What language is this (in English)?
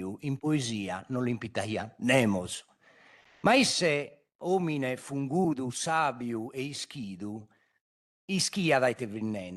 Sardinian